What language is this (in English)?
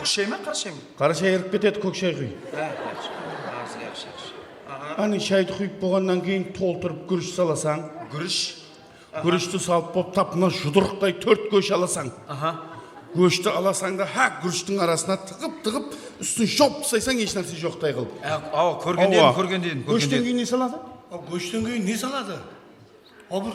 Kara-Kalpak